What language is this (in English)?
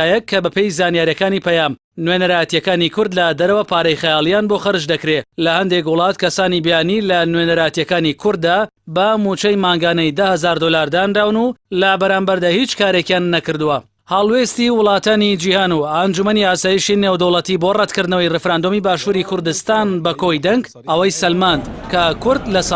Central Kurdish